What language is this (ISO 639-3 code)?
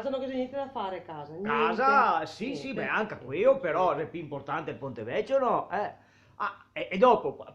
vec